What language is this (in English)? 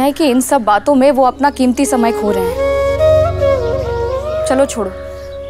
Hindi